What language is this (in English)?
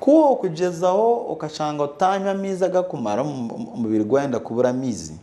Nyankole